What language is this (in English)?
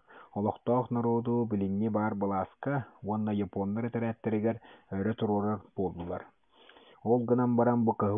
Yakut